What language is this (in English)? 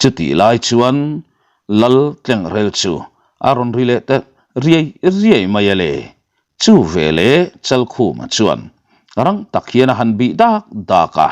Mizo